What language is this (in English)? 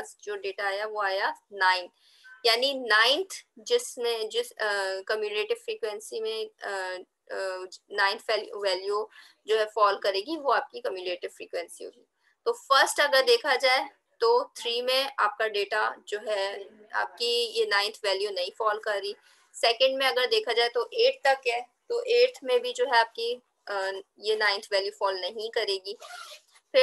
Hindi